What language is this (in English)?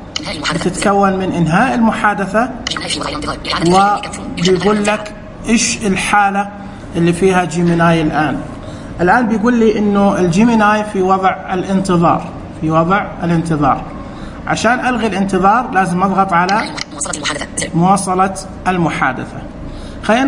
Najdi Arabic